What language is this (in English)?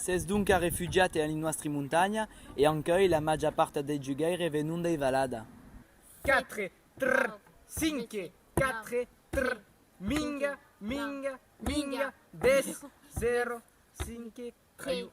Occitan